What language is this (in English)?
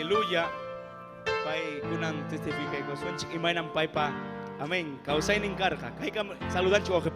Ayacucho Quechua